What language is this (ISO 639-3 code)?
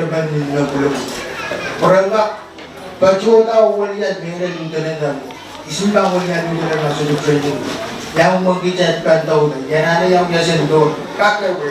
pon